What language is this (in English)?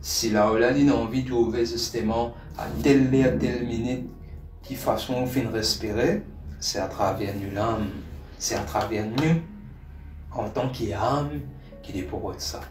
Morisyen